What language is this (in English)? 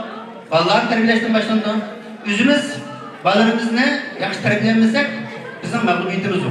Uyghur